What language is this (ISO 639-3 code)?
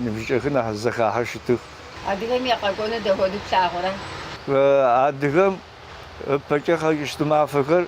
kbd